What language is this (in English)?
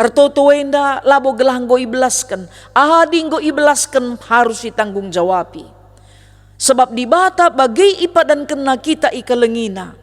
Batak Karo